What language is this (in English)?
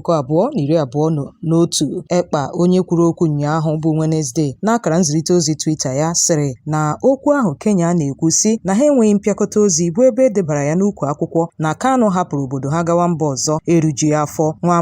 Igbo